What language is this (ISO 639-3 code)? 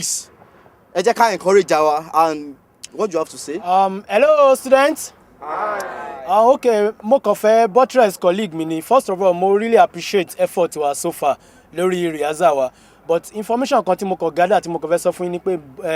yor